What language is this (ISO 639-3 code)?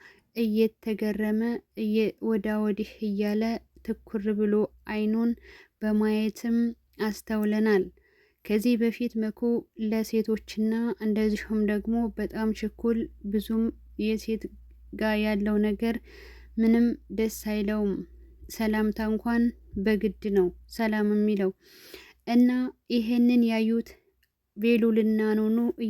amh